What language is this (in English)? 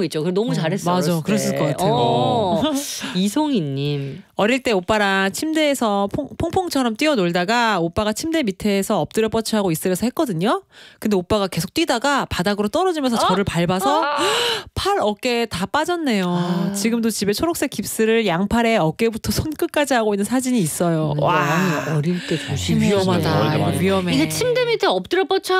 Korean